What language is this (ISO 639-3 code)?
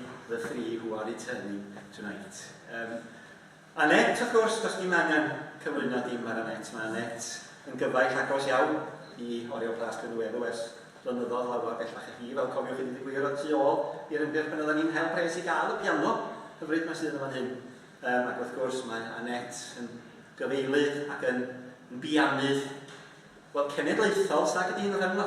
cym